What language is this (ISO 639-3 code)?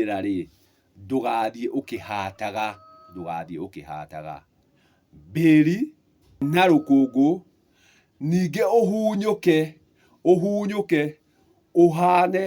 kik